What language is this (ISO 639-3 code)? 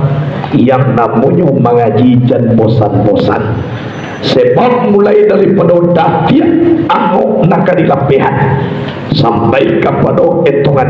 min